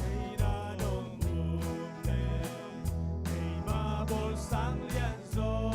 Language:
Tedim Chin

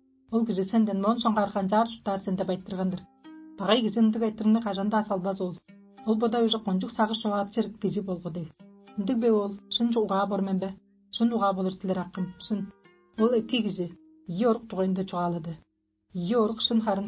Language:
Tuvinian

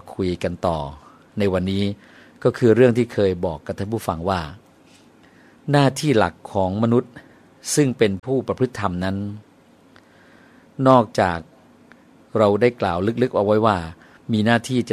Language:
Thai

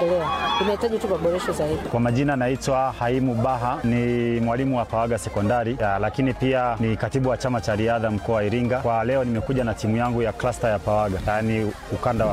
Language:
Swahili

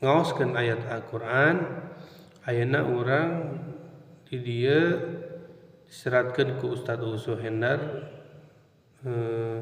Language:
Sundanese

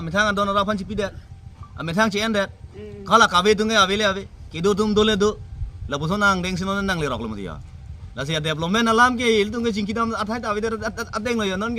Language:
Karbi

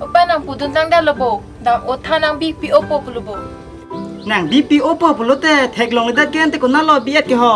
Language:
Karbi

